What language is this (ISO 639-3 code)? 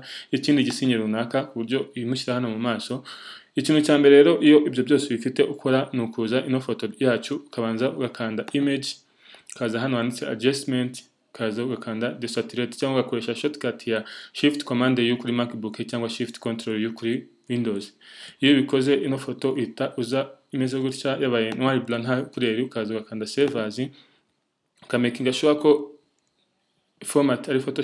kin